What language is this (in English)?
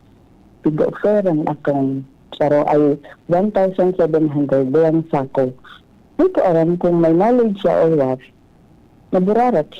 Bikol